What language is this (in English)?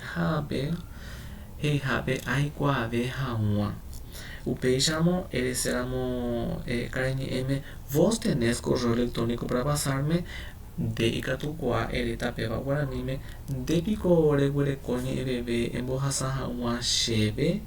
Guarani